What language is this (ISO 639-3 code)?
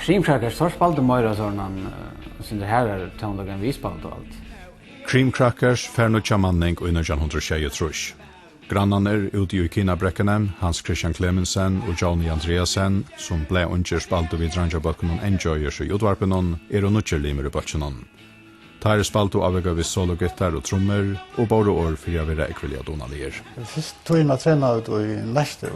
fao